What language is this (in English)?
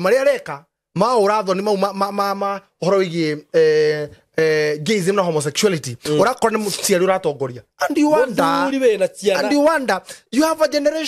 Kikuyu